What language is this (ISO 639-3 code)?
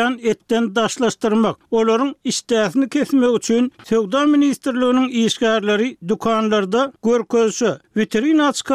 tuk